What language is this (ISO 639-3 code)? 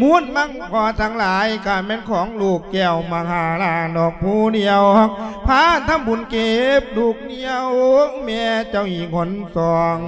lao